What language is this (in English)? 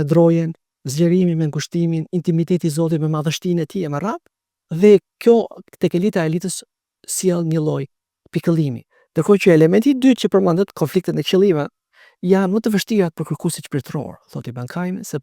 Albanian